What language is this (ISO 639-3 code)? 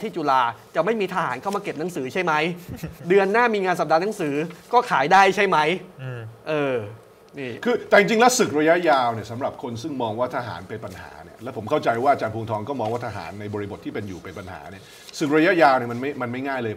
tha